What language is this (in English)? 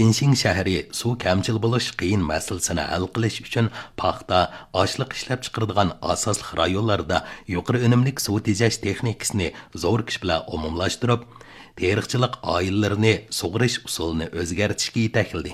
Uyghur